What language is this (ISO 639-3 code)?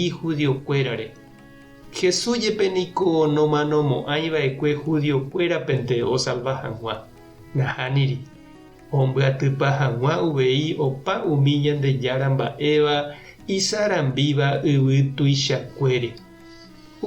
grn